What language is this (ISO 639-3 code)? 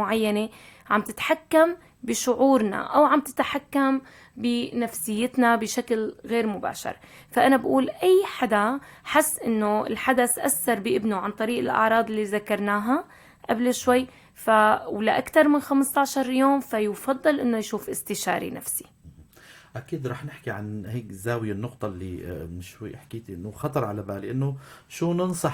apc